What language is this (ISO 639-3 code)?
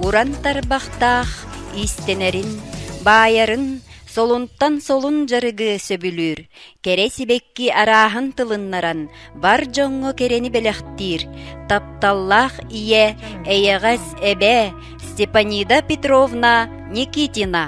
sah